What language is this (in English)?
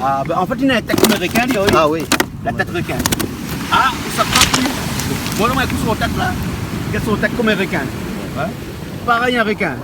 Réunion Creole French